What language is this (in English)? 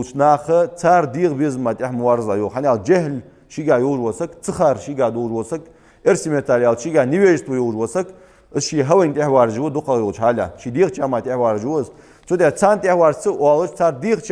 Ingush